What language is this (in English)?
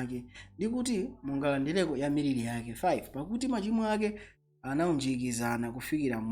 Nyanja